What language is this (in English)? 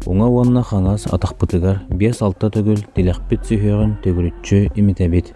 Yakut